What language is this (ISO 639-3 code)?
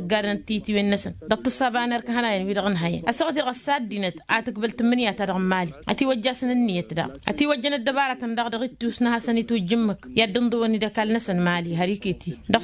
taq